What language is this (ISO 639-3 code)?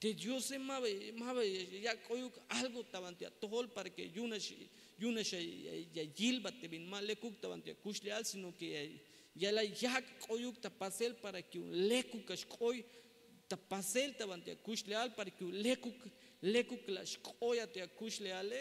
tzh